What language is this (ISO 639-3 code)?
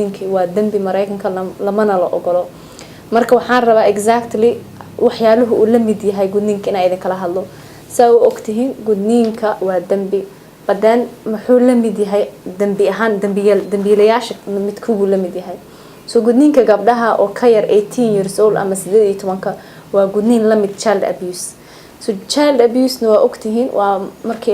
som